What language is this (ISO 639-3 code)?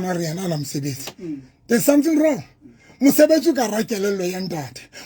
sot